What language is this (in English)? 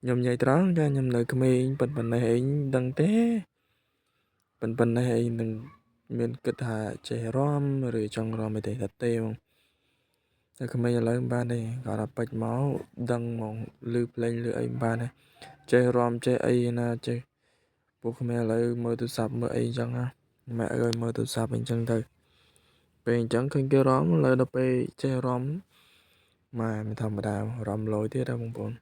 Khmer